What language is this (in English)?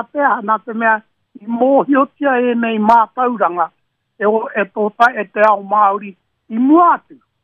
Māori